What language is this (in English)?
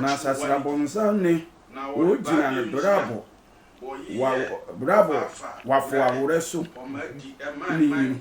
Sehwi